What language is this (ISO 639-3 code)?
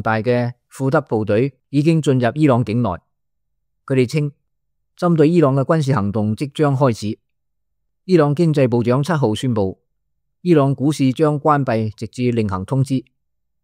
yue